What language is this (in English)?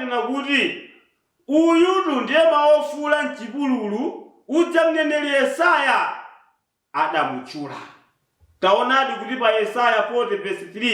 Nyanja